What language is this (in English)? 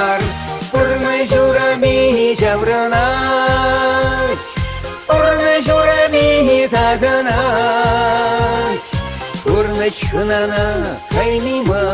Chuvash